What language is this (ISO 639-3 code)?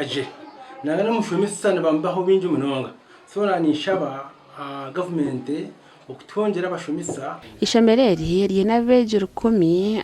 nyn